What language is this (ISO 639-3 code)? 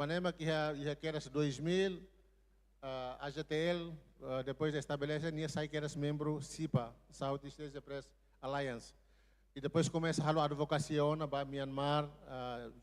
tet